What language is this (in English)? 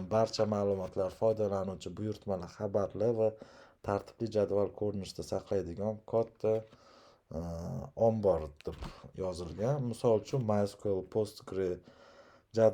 Uzbek